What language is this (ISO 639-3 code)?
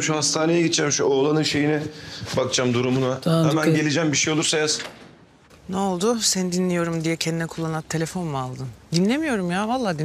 tur